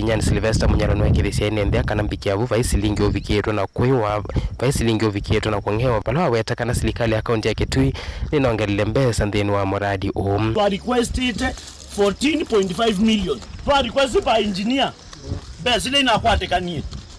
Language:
Kamba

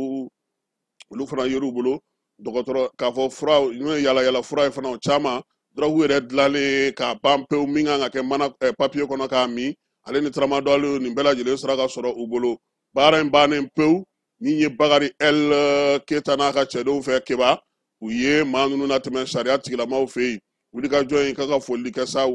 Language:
Bambara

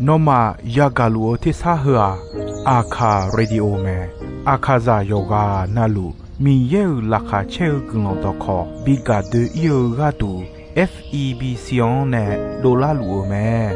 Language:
Akha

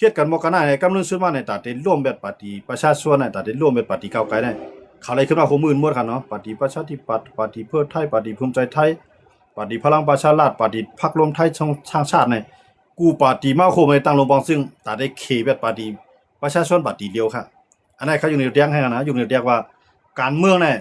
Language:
Shan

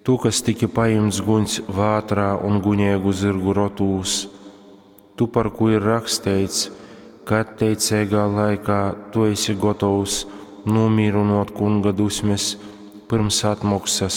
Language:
Latgalian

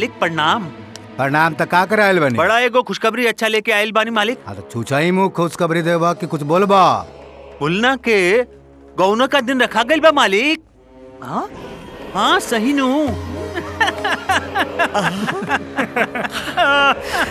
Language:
Bhojpuri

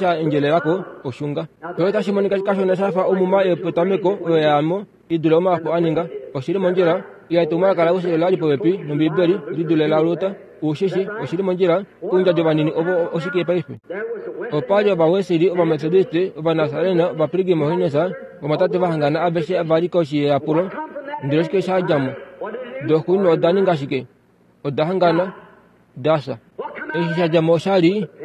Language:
Kuanyama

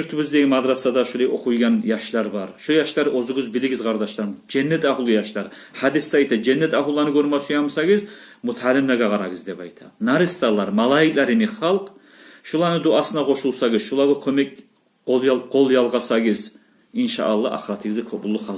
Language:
Kumyk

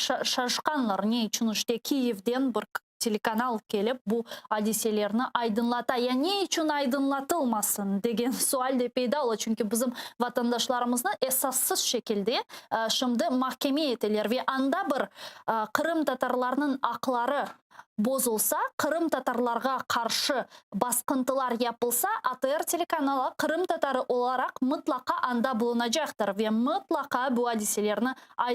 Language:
Crimean Tatar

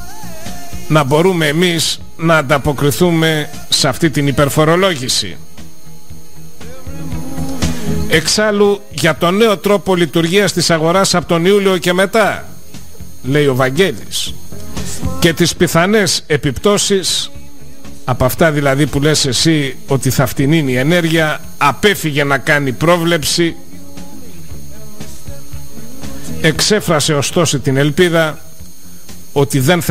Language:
Greek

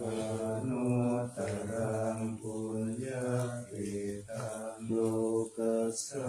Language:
Pali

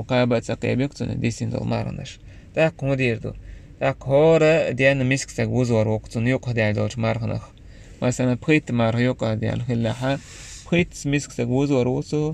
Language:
Chechen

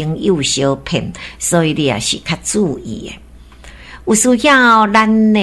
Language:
Min Nan Chinese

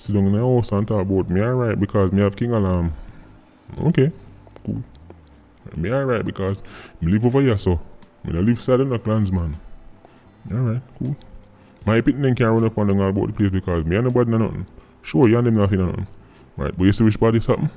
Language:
Jamaican Creole English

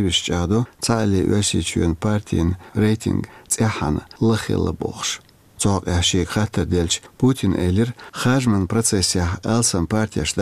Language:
Chechen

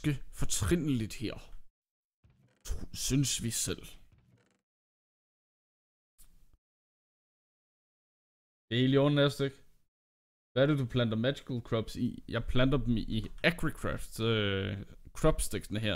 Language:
Danish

